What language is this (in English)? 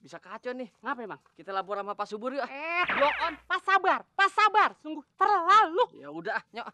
Betawi